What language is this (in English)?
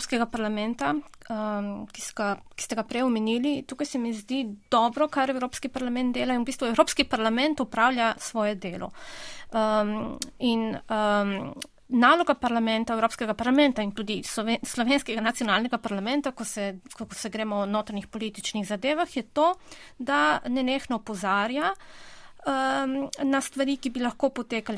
Slovenian